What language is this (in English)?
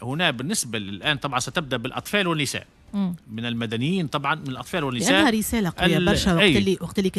Tunisian Arabic